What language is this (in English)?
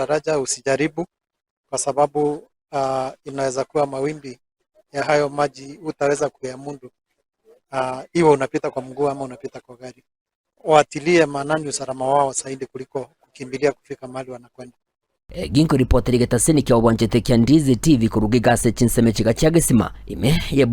Gusii